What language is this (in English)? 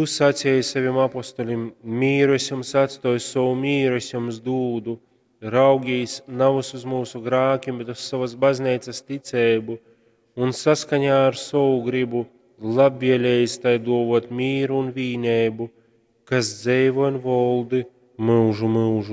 Latgalian